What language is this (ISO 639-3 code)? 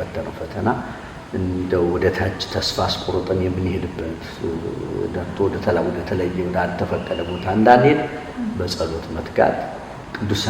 amh